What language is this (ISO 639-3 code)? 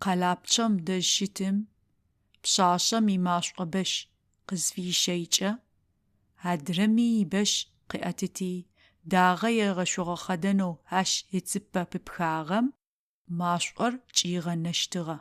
ady